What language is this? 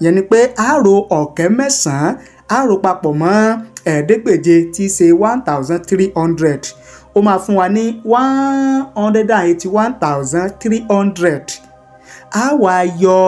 Yoruba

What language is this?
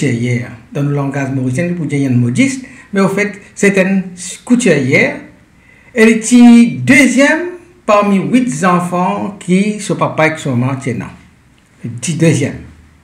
Morisyen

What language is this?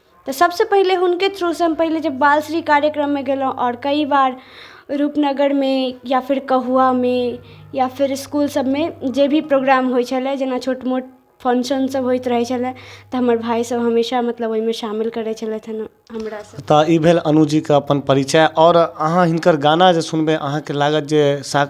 Maithili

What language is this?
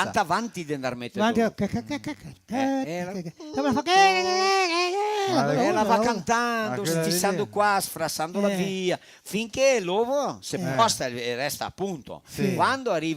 Venetian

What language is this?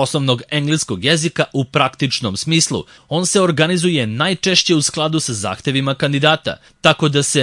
Serbian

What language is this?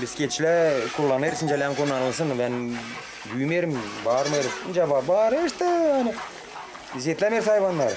Gagauz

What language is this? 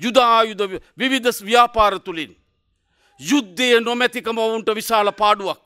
Sinhala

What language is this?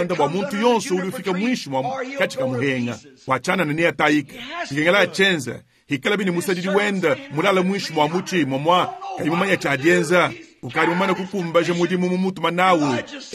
Luba-Lulua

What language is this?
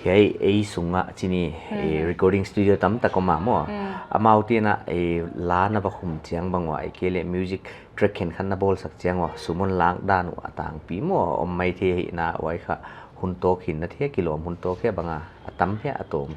Paite Chin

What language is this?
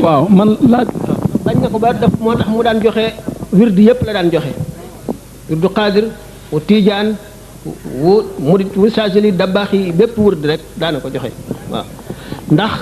Wolof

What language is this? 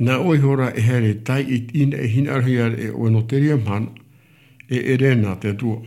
Tahitian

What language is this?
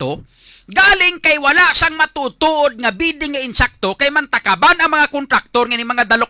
Hiligaynon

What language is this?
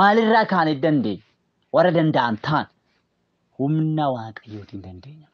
Oromo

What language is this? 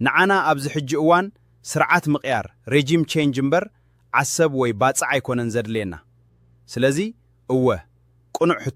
Tigrinya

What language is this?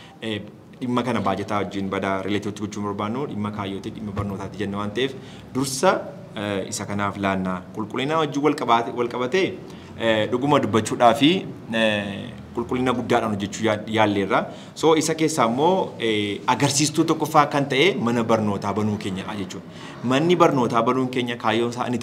Oromo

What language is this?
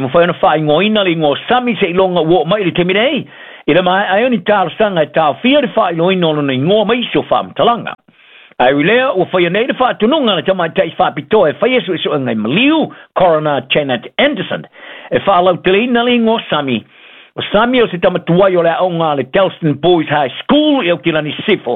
Samoan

